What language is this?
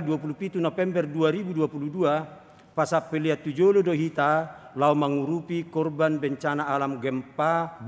Batak Toba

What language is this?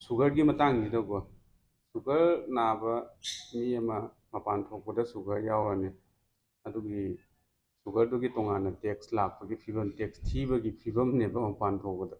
Manipuri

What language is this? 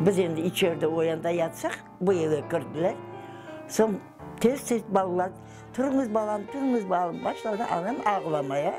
Crimean Tatar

